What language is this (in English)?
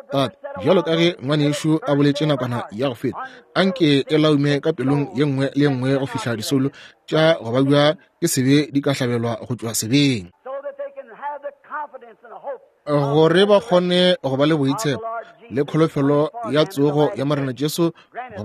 Northern Sotho